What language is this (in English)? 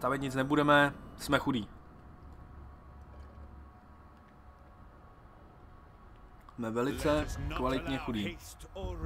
Czech